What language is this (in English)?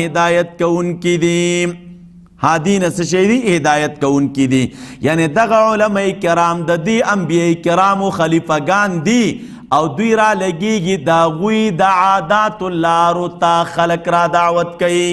Pashto